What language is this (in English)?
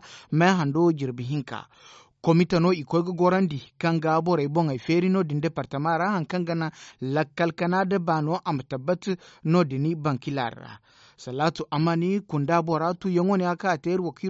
Zarma